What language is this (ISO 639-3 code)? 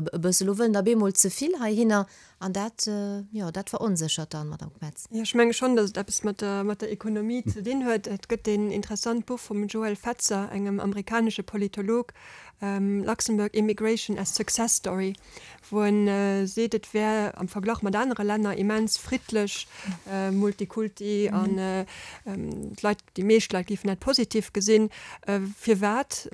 ltz